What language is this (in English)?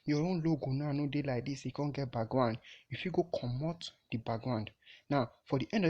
Nigerian Pidgin